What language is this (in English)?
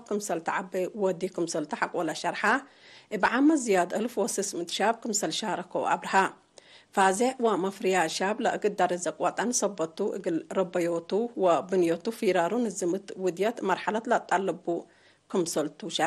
Tigre